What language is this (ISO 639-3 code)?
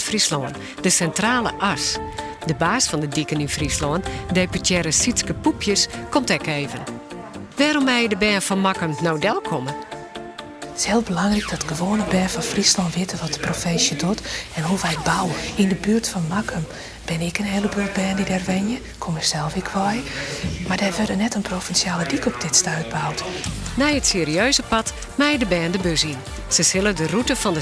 fry